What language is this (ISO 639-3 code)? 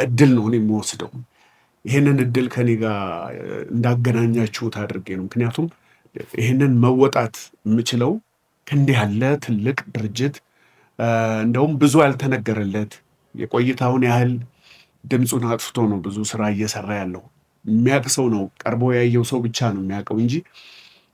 amh